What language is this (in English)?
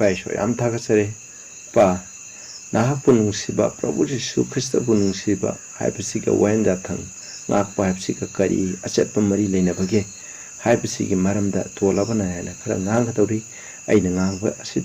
Manipuri